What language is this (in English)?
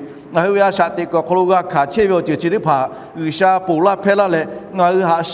Lahu